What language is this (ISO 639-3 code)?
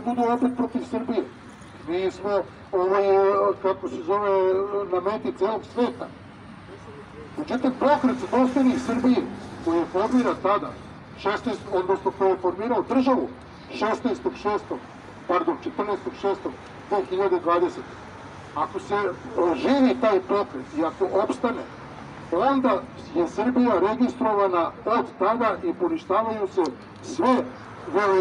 srp